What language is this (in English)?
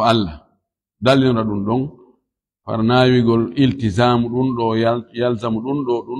Fula